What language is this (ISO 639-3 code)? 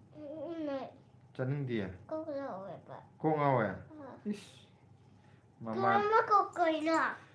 mni